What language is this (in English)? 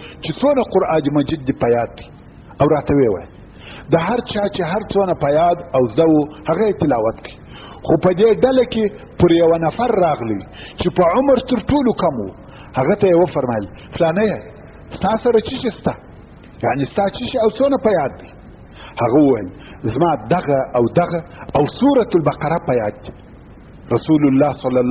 Pashto